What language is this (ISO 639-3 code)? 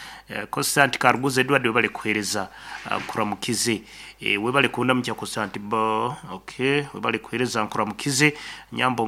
nyn